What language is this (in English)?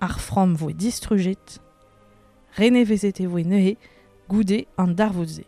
Breton